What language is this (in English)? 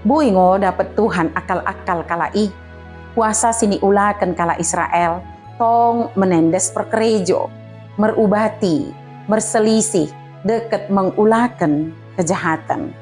Batak Dairi